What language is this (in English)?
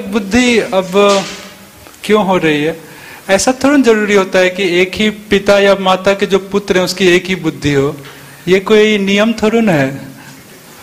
Hindi